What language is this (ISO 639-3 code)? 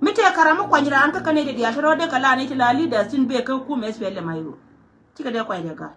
nus